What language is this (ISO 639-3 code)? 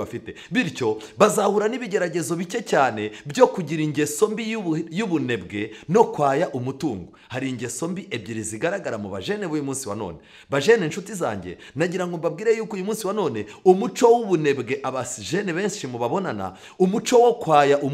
kin